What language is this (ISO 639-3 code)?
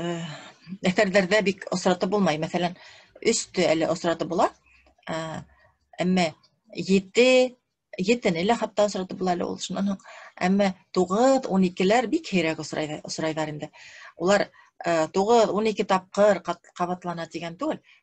bak